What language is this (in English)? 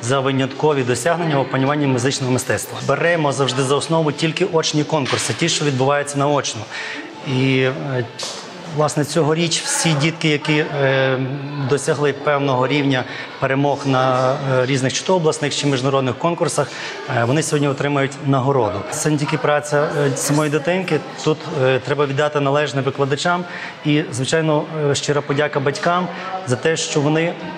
Ukrainian